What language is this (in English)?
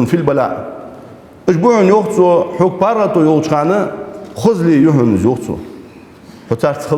Ingush